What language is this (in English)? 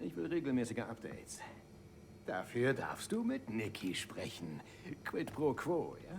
Bavarian